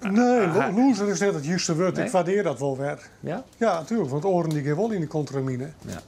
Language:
Western Frisian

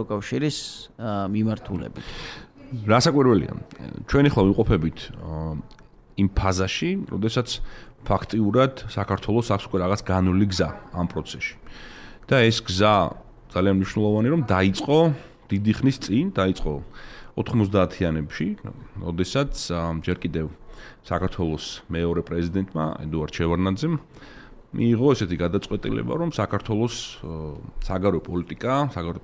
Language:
Georgian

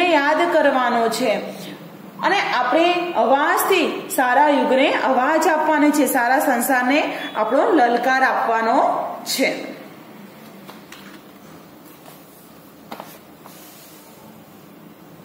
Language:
Gujarati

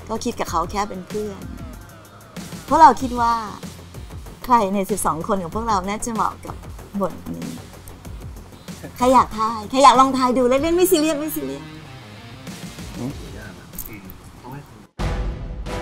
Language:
Thai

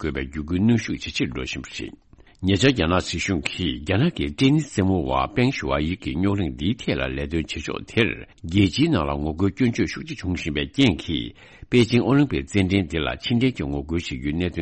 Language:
Tibetan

